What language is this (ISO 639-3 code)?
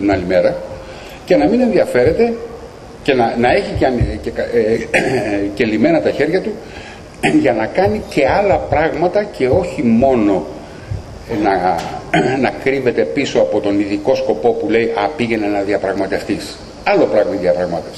ell